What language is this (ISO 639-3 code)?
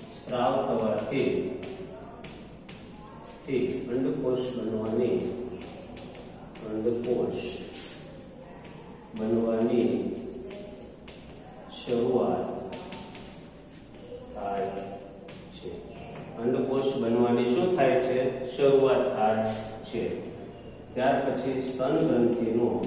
guj